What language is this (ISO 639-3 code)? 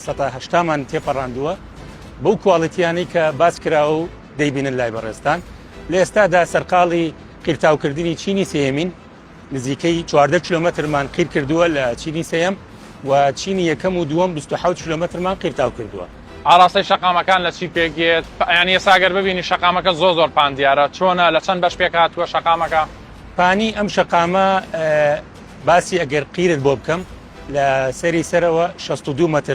ckb